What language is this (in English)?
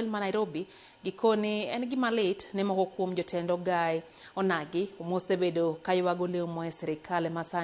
Luo (Kenya and Tanzania)